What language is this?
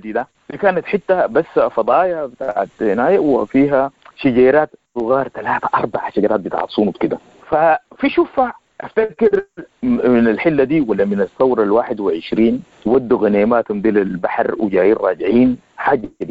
Sudanese Arabic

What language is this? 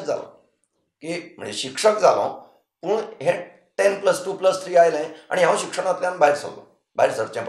Konkani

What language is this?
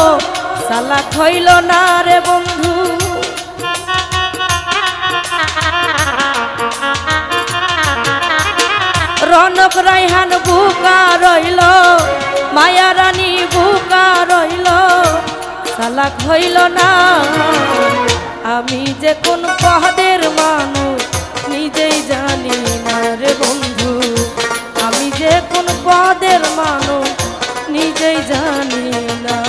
Bangla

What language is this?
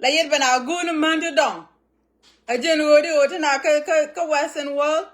Nuer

